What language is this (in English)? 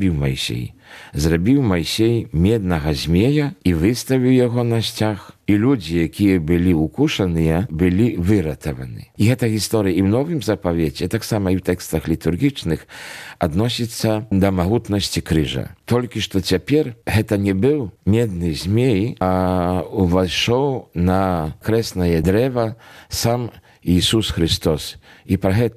Belarusian